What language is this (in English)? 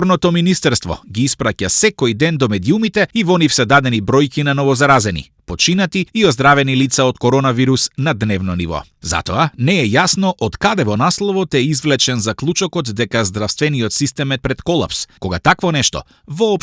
Macedonian